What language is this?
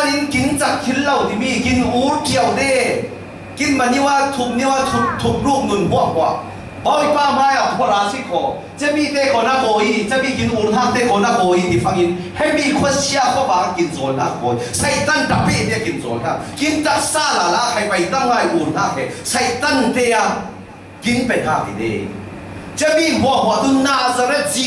Falam Chin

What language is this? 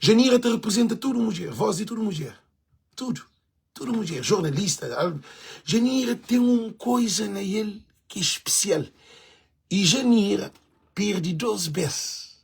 Kabuverdianu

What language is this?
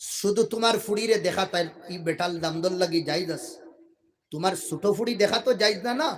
Sylheti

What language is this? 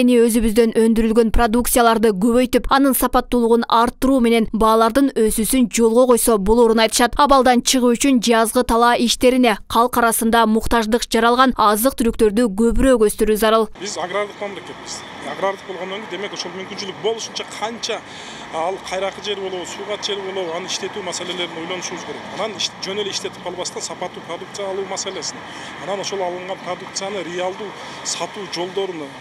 Kyrgyz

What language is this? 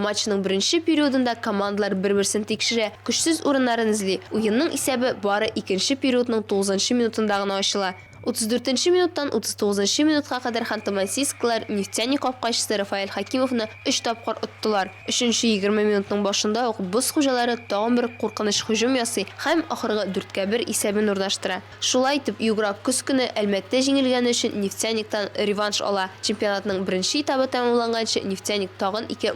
Tatar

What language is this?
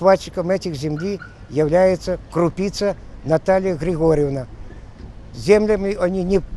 Ukrainian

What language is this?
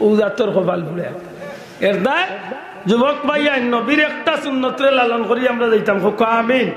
Sylheti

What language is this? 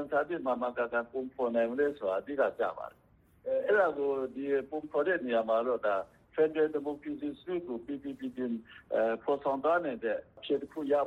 Burmese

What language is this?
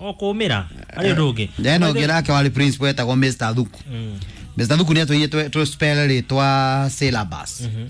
Kikuyu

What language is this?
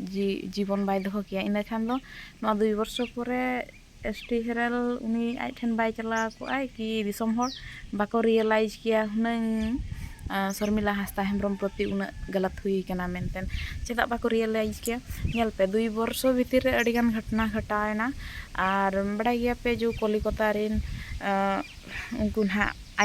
Santali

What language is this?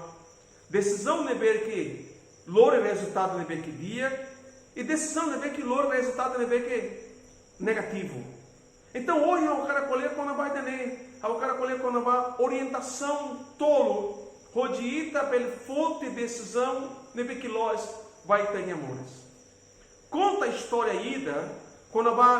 Tetum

